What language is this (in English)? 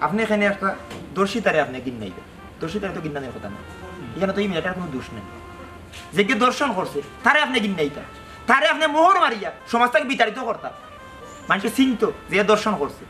Sylheti